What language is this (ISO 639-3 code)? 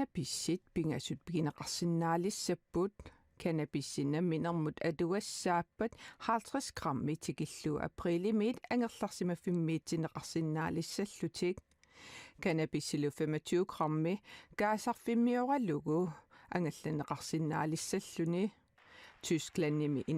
kal